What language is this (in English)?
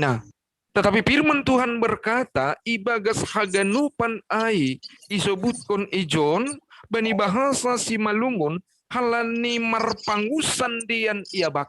Batak Simalungun